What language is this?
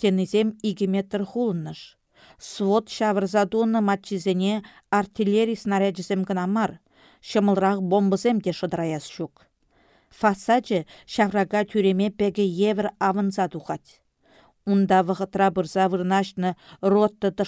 Chuvash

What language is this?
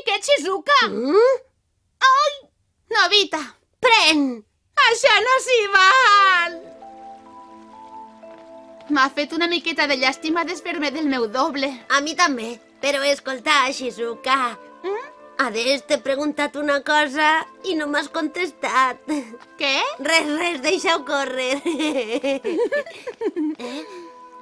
Catalan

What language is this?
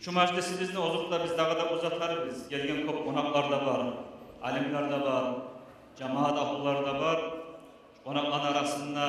Kumyk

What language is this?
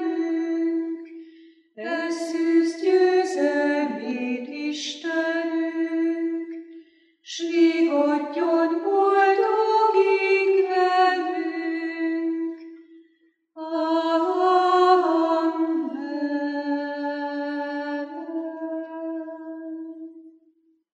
Hungarian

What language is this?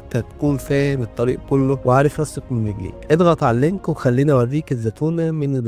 Egyptian Arabic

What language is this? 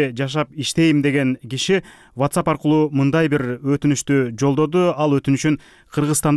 Kyrgyz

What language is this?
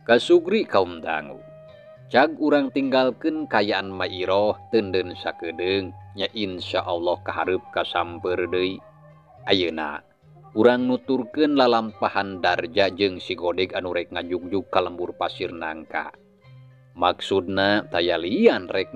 Sundanese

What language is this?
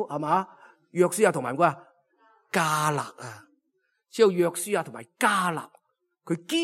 Cantonese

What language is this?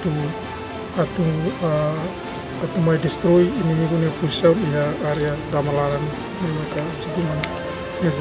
Tetum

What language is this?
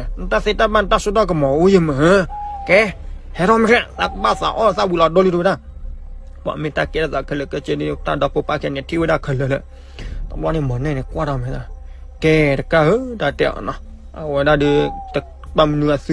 S'gaw Karen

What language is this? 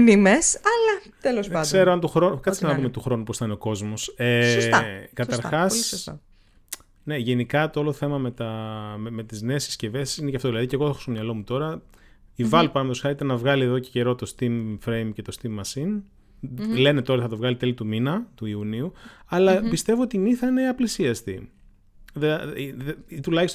Greek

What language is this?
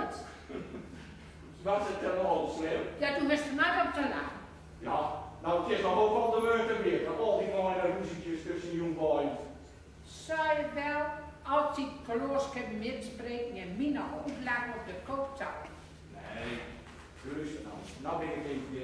Gronings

